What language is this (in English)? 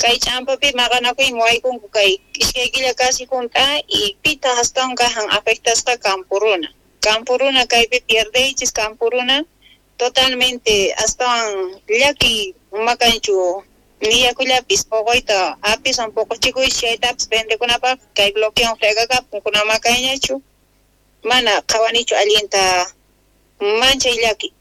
South Bolivian Quechua